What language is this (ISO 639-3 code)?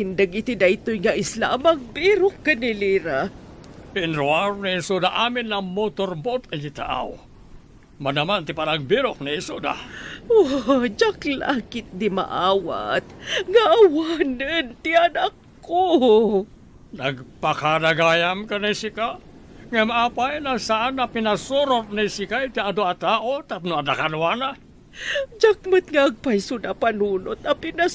ilo